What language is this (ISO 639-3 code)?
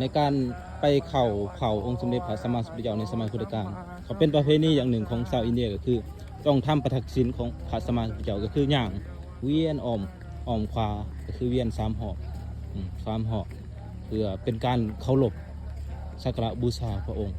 lao